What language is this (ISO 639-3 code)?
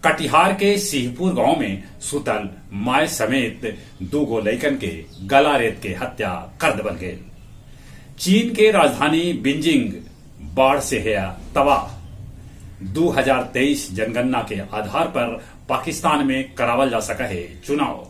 mag